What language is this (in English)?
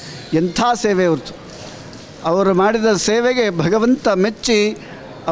Kannada